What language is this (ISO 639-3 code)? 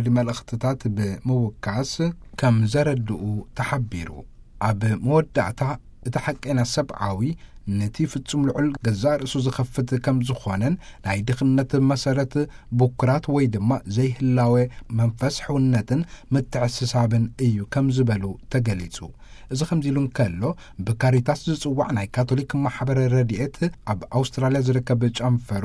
tir